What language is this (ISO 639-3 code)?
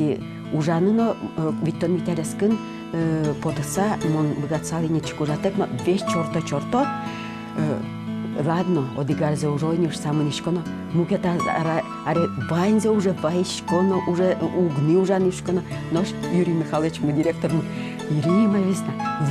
udm